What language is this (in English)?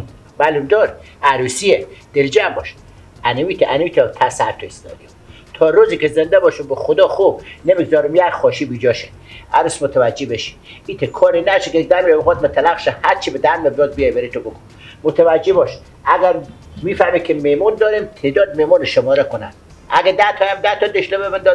Persian